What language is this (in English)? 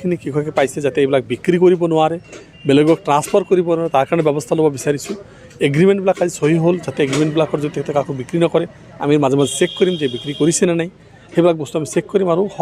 Assamese